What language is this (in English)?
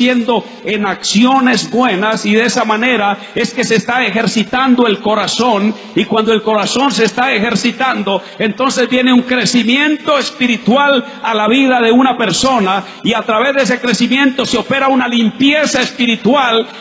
Spanish